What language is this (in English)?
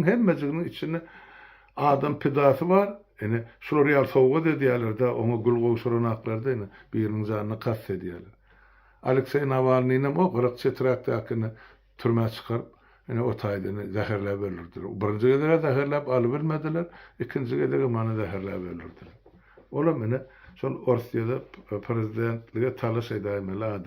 Turkmen